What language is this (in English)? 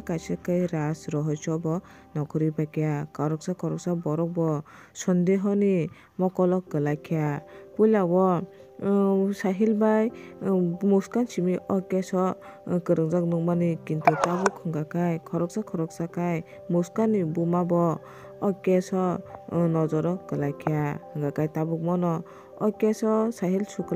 Kok Borok